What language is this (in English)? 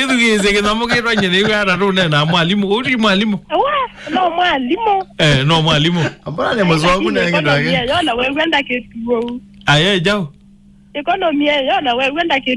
Kamba